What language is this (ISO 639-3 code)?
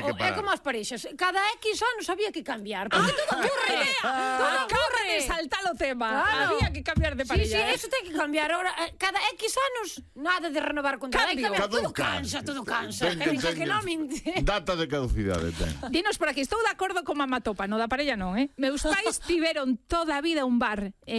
glg